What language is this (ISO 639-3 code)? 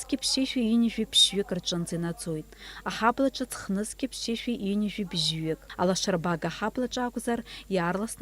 abk